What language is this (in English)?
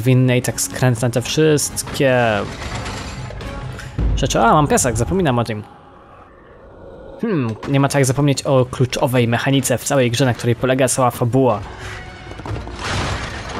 Polish